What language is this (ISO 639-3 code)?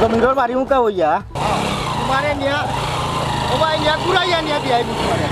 syl